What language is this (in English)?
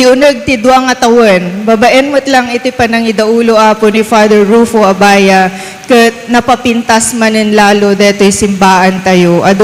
Iloko